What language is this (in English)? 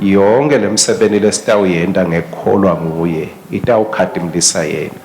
Swati